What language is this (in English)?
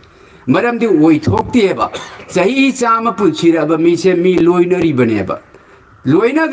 Manipuri